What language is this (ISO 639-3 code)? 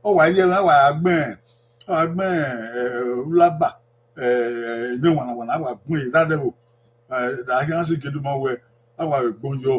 bin